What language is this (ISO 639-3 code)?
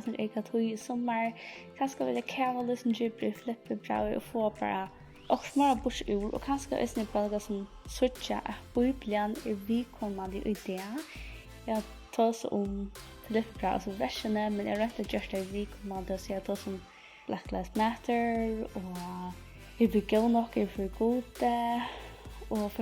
fao